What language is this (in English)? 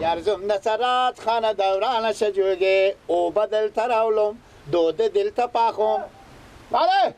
Persian